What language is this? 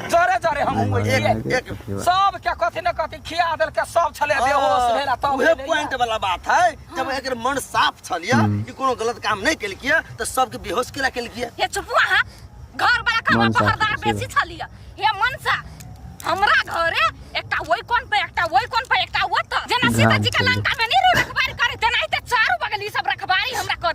Maithili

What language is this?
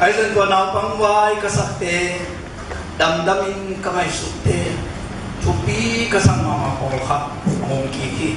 Tedim Chin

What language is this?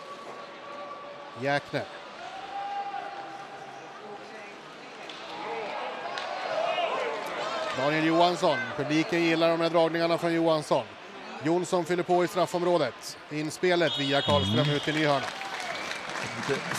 Swedish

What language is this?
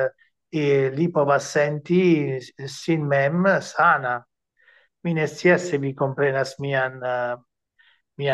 Esperanto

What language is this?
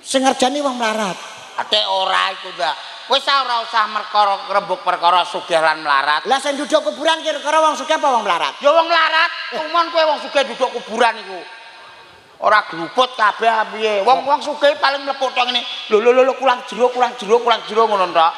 Javanese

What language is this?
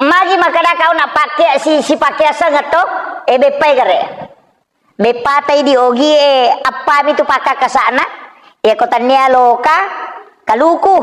Buginese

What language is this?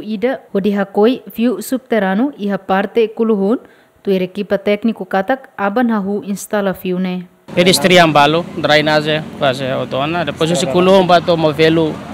Tetum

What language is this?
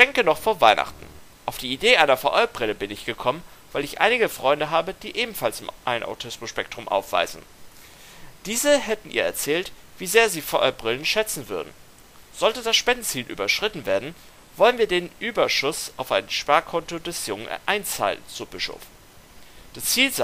German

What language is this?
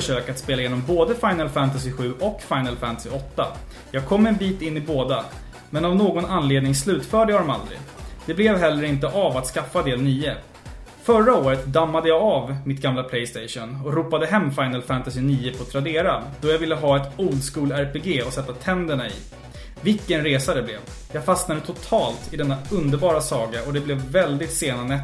Swedish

